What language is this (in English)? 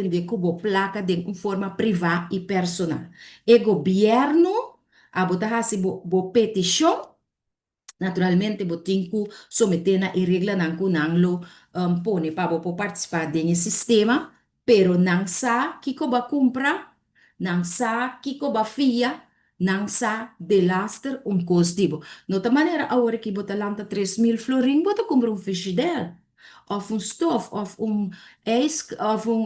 Papiamento